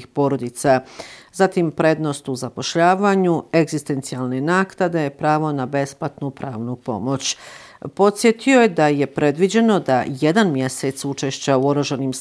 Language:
Bosnian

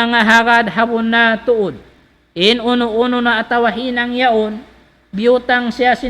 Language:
Tausug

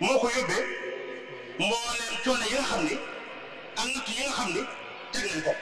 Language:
Wolof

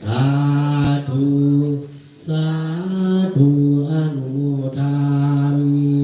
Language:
Pali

